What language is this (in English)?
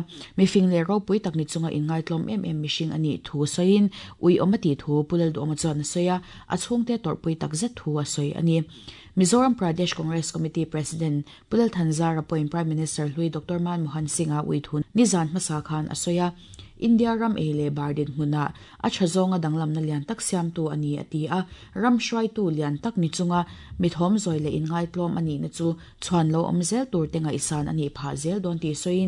Mizo